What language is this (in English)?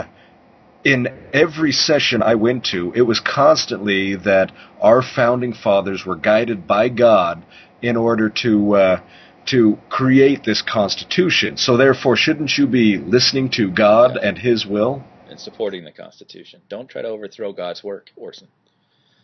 English